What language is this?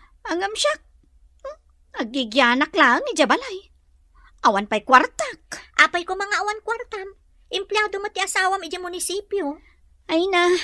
Iloko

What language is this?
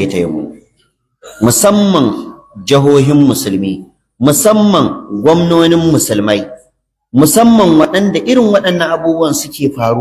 Hausa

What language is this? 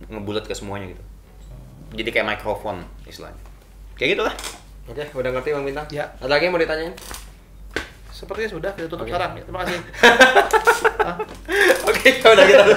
Indonesian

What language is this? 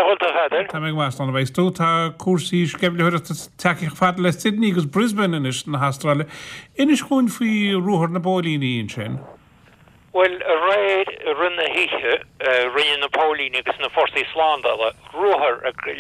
Irish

